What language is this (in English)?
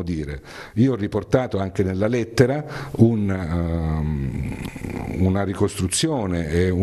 Italian